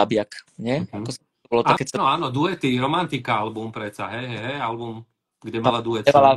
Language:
Slovak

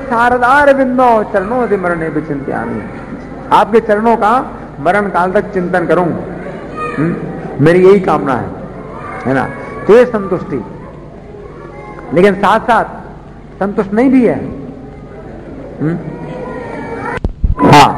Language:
Hindi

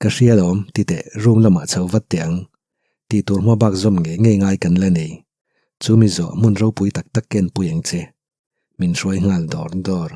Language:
Mizo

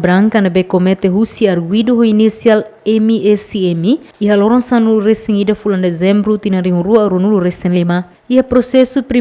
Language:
Tetum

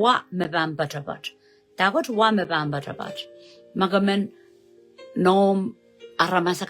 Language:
Pohnpeian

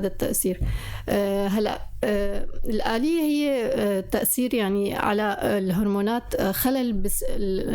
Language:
North Levantine Arabic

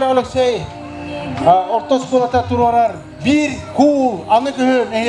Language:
Yakut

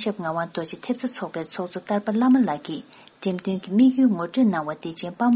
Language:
Tibetan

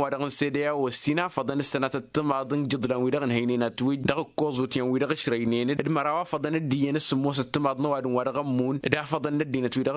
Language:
Tamasheq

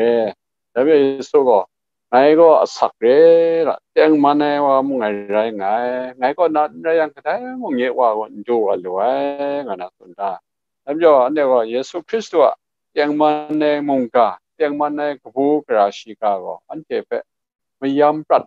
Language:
Kachin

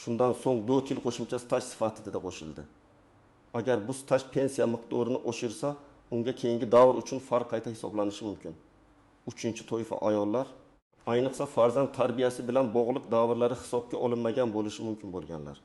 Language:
Uzbek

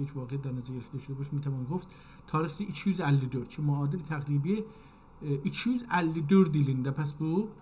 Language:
South Azerbaijani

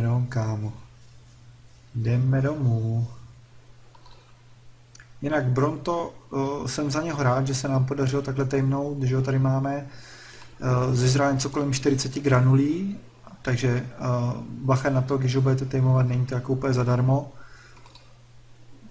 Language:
Czech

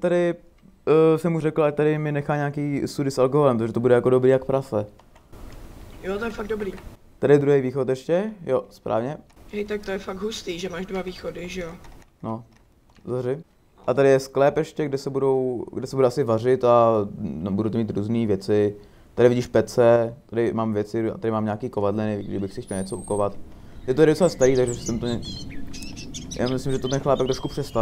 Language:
Czech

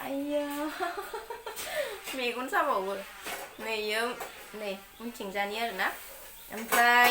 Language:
Bodo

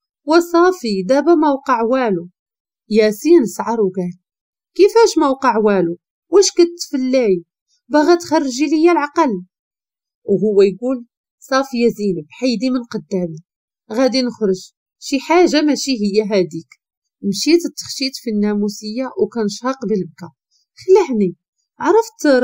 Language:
Moroccan Arabic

